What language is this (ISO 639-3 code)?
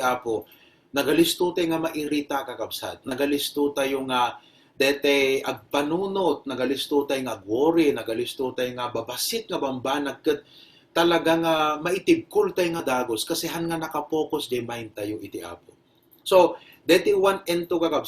ilo